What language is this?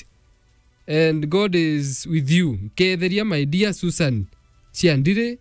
Meru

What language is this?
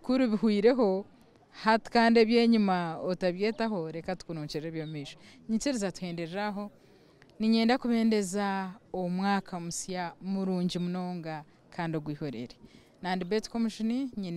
Nyankole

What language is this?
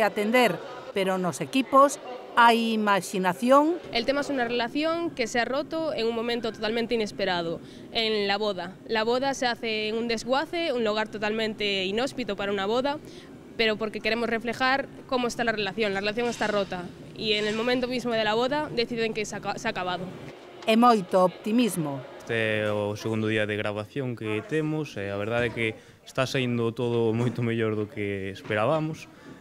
Galician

